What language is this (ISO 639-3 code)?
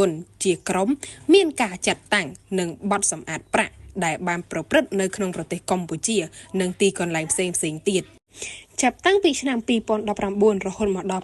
khm